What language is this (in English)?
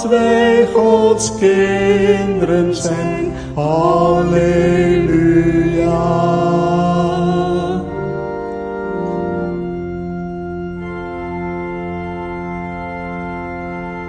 Dutch